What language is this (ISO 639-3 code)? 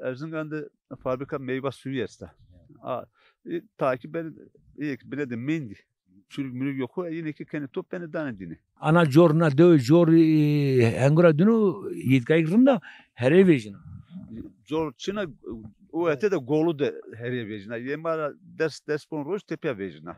zza